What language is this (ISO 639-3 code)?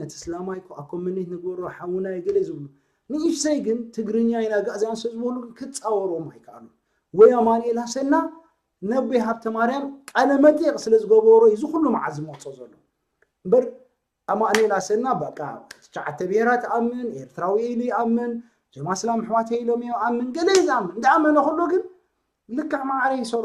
tir